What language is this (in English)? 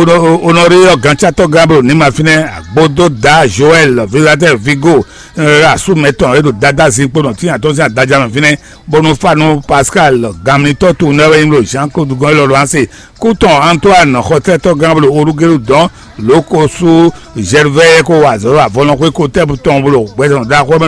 Fon